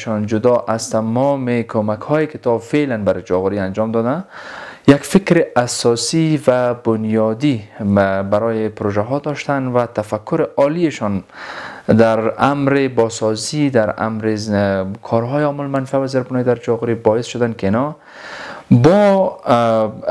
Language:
Persian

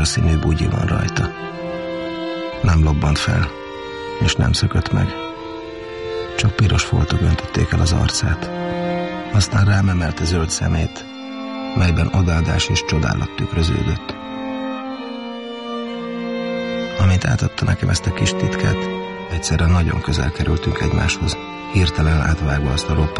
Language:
Hungarian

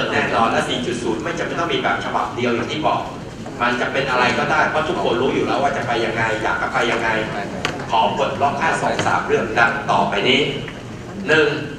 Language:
Thai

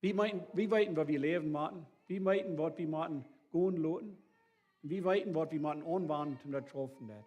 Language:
Plautdietsch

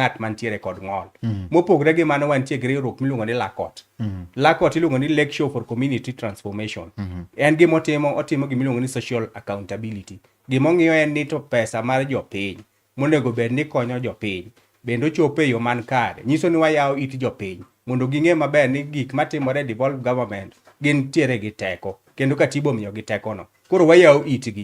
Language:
Luo (Kenya and Tanzania)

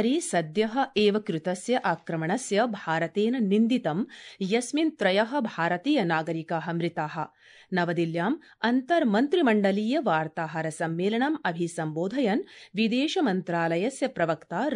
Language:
Sanskrit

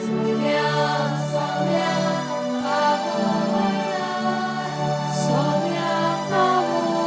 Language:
Konkani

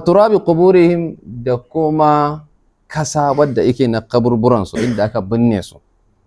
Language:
Hausa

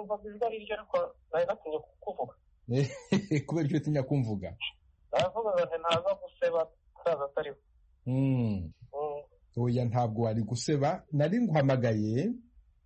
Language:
Kinyarwanda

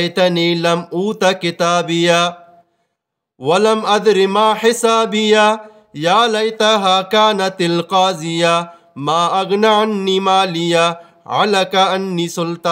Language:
Eastern Balochi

